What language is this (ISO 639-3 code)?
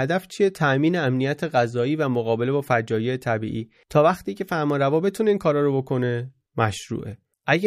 fas